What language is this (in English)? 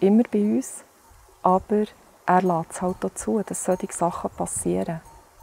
Swiss German